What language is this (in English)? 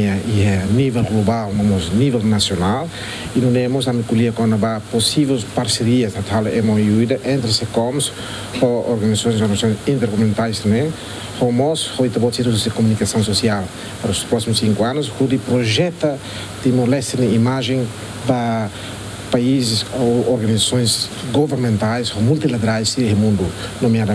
Tetum